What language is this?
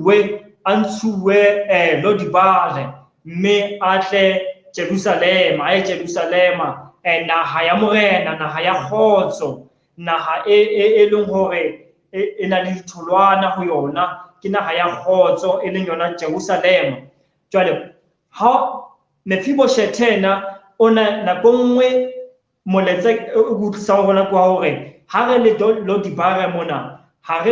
Southern Sotho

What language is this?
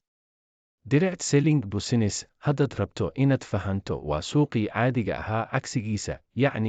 Somali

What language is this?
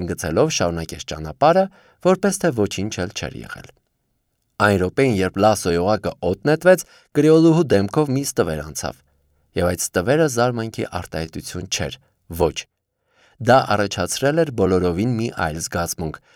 Armenian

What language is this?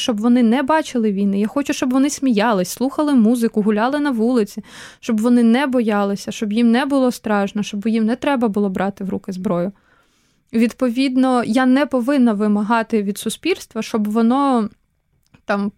Ukrainian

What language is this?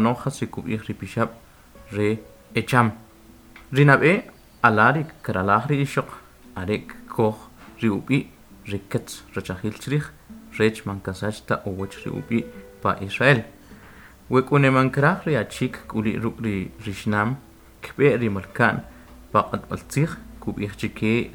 Kʼicheʼ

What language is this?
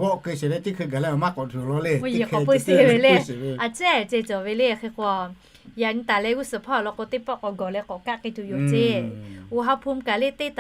Lahu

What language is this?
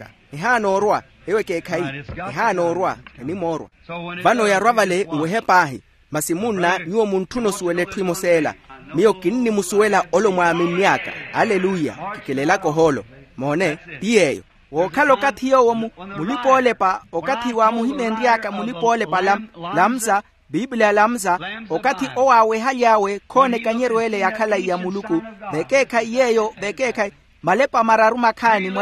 Makhuwa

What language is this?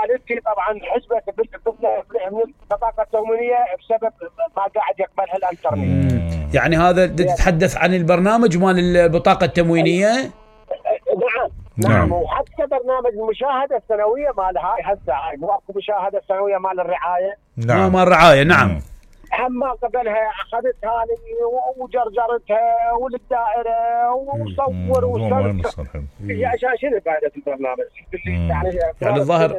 Mesopotamian Arabic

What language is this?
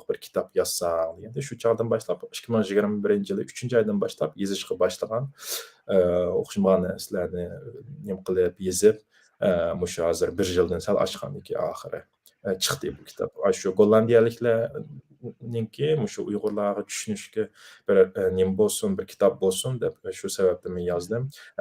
Uyghur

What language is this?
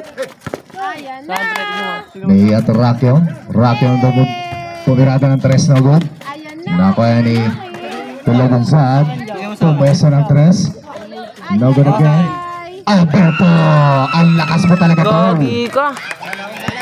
Filipino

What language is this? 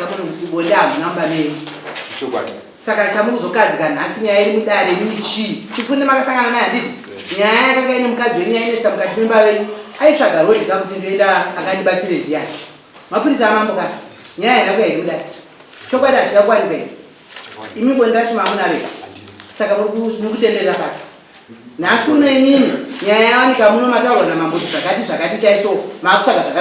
Shona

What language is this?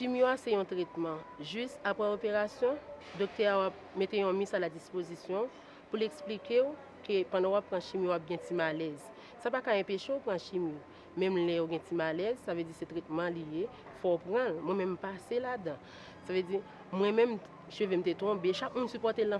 Haitian Creole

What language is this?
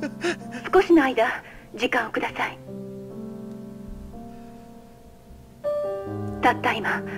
Korean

